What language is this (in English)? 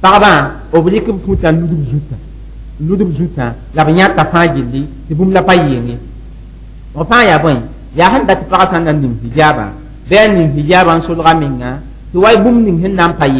Mossi